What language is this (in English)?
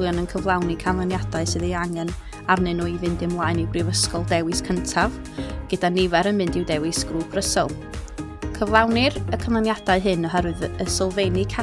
Welsh